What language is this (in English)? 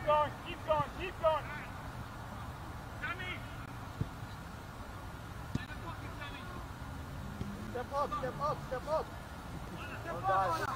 English